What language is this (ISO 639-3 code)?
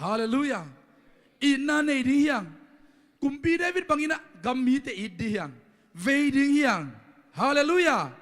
ctd